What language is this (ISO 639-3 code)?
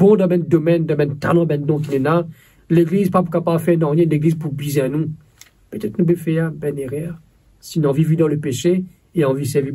mfe